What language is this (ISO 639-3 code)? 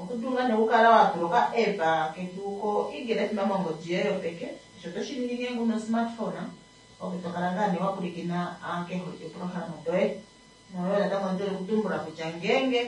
kua